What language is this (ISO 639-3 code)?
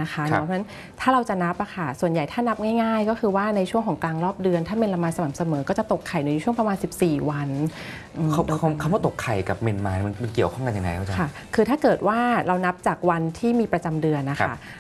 tha